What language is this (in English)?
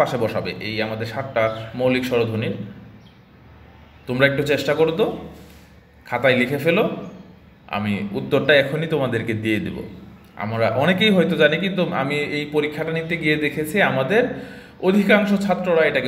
Bangla